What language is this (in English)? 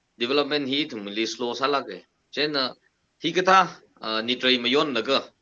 Tangkhul Naga (India)